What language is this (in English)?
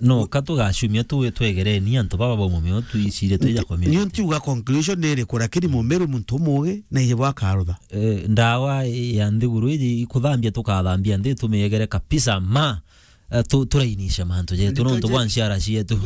Meru